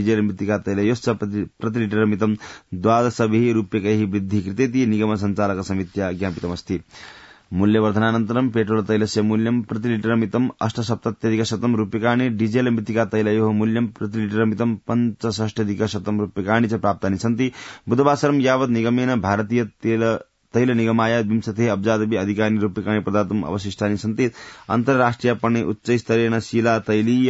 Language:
Sanskrit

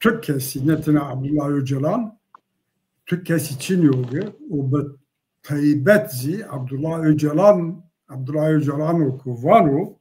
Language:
Zaza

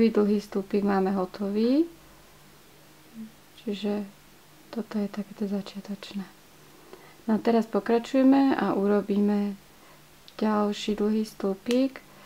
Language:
Slovak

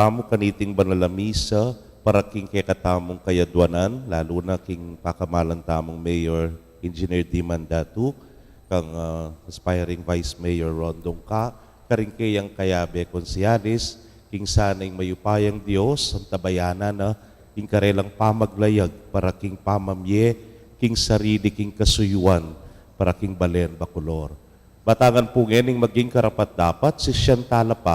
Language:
Pampanga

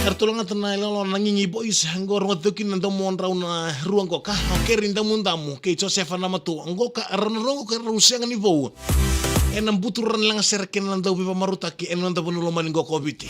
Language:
Fijian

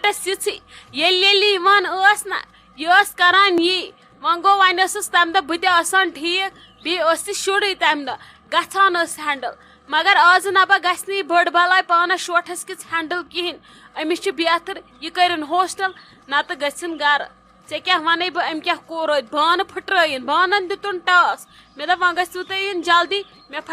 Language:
Kashmiri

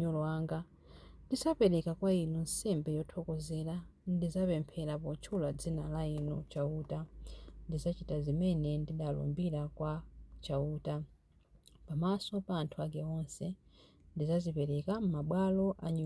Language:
Nyanja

